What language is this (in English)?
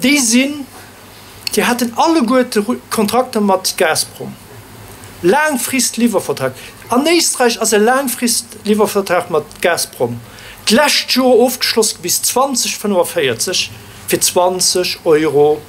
Luxembourgish